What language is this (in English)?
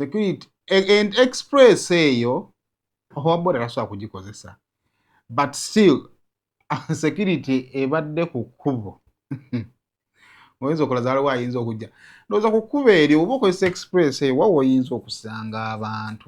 Ganda